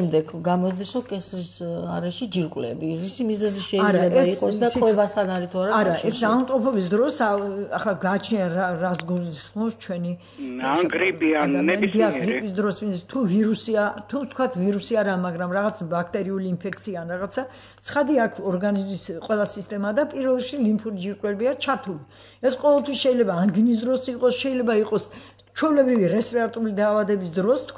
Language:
Georgian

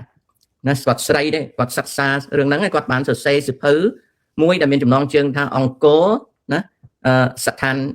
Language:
Khmer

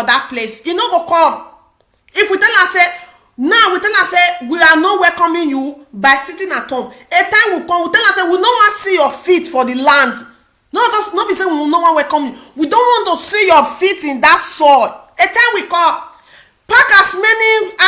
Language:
Nigerian Pidgin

